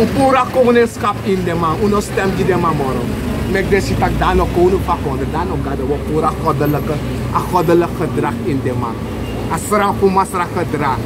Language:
Sranan Tongo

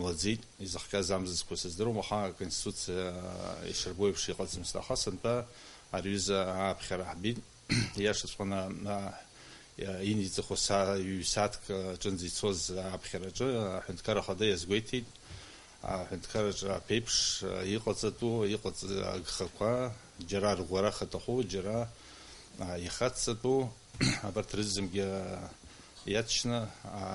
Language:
Abkhazian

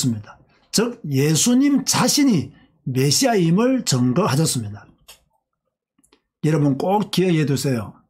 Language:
Korean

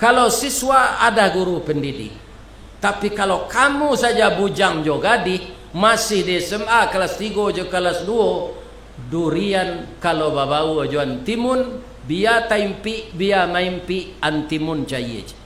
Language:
Minangkabau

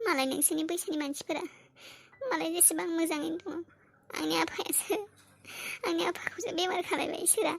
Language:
Bodo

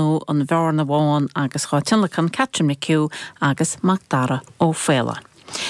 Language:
Irish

